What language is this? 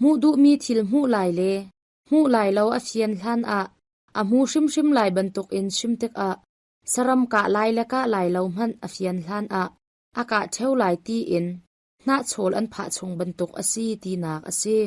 Hakha Chin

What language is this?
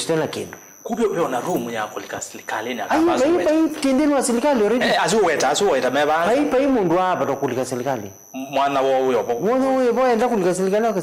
Kamba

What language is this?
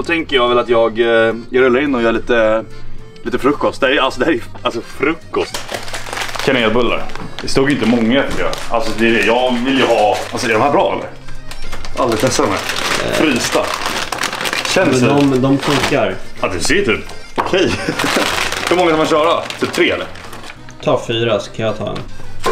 Swedish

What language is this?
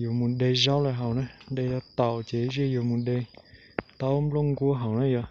Hmong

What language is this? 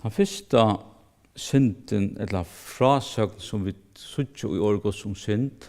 Faroese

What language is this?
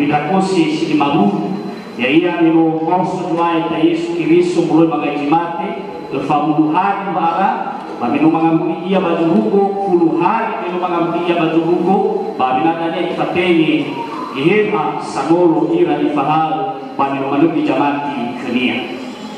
Nias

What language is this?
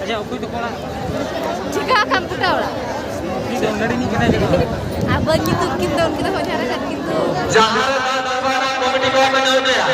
Santali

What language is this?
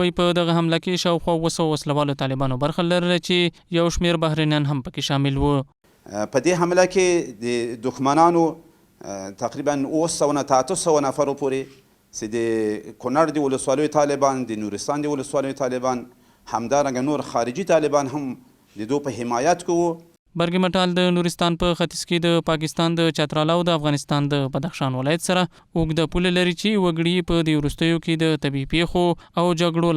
Pashto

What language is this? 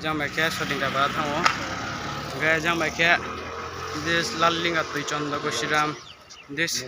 Riang (India)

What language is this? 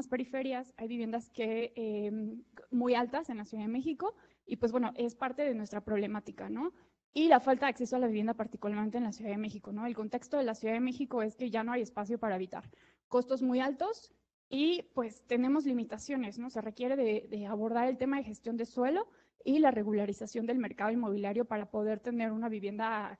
Spanish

